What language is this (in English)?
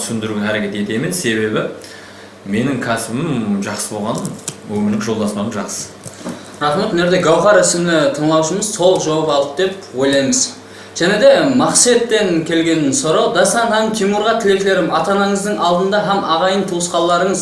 Kara-Kalpak